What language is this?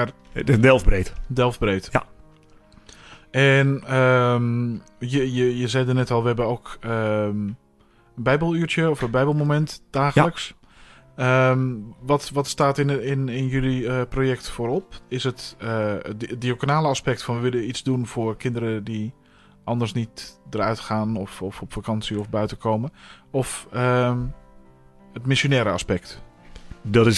Dutch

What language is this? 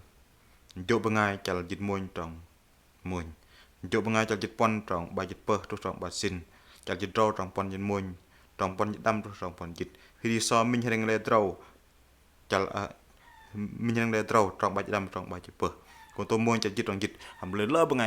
Bahnar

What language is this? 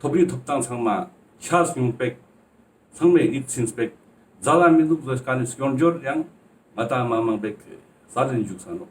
Ladakhi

